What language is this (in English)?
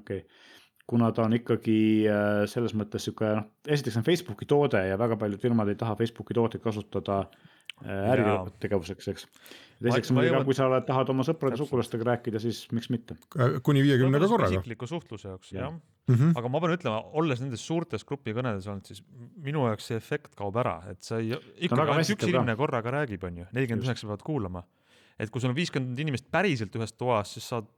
Estonian